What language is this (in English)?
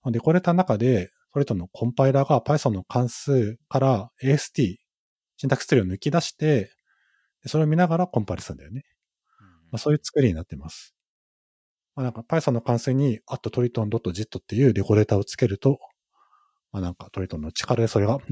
Japanese